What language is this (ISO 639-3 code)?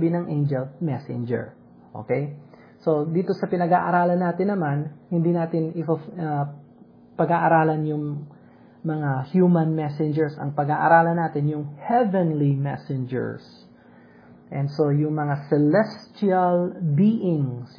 fil